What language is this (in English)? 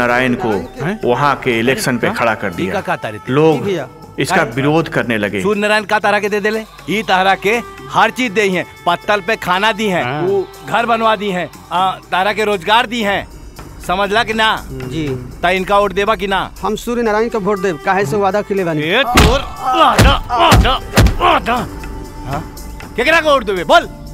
Bhojpuri